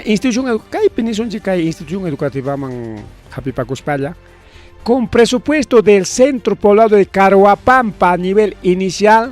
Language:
Ayacucho Quechua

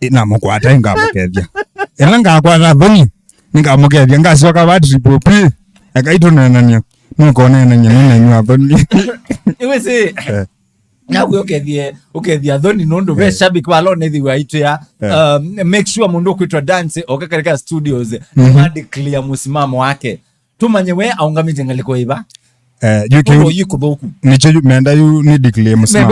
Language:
Kamba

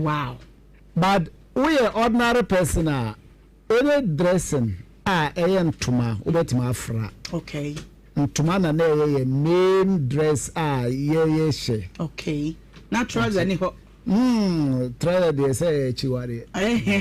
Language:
Akan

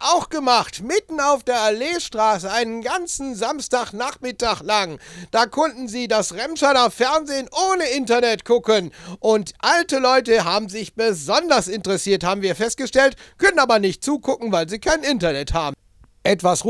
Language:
German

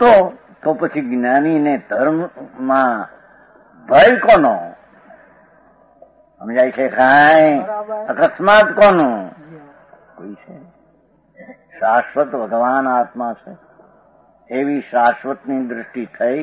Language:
Gujarati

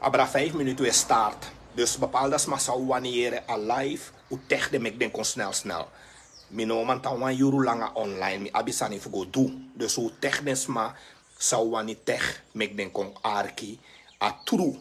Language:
Sranan Tongo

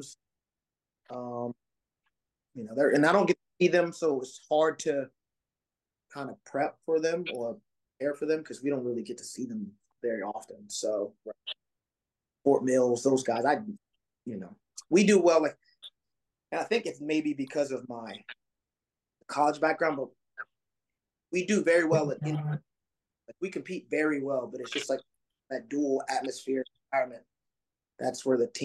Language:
English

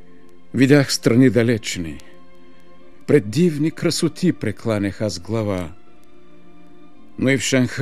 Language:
Bulgarian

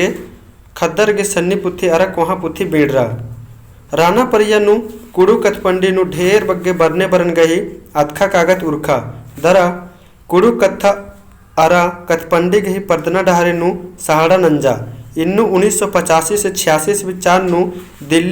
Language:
Kurukh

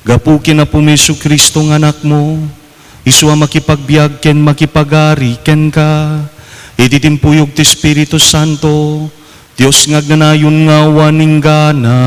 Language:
Iloko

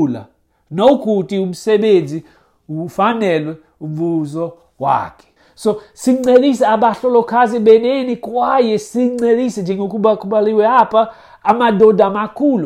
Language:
Xhosa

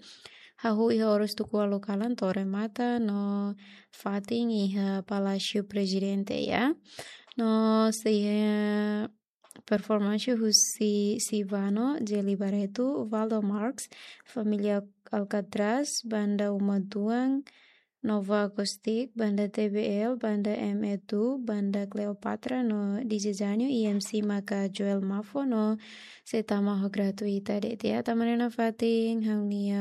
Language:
Tetum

